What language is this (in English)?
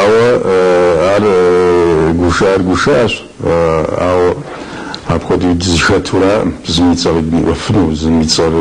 Kabardian